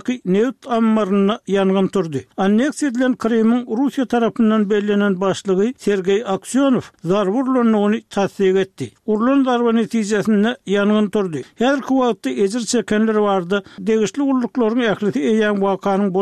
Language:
Turkmen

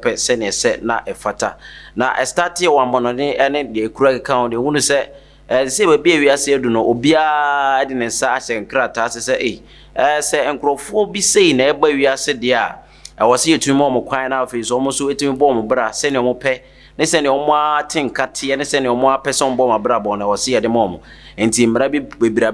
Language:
Akan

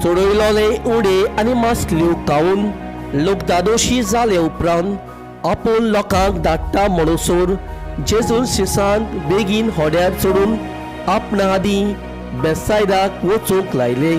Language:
Konkani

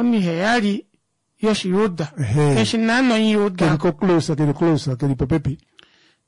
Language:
Kuanyama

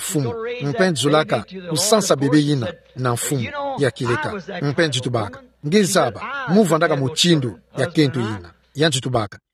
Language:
Kituba (Democratic Republic of Congo)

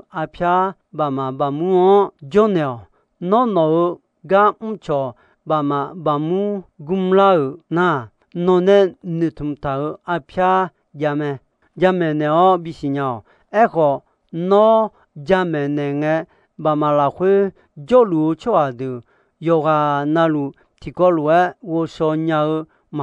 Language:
Akha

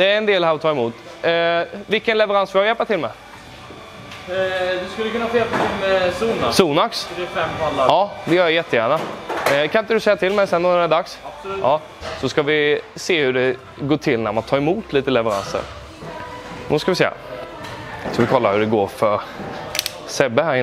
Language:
Swedish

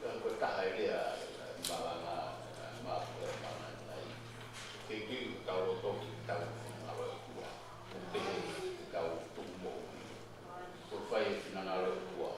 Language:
Tongan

